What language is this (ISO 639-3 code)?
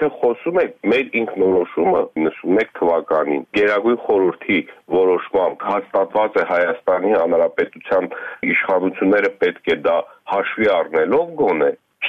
hye